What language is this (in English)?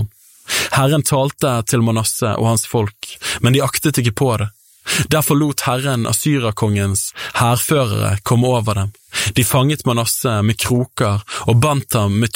Norwegian